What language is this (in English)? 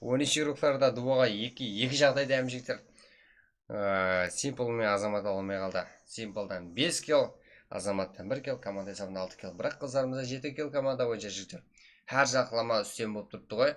Kara-Kalpak